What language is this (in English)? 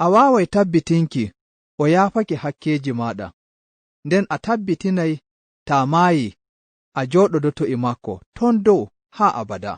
Nigerian Fulfulde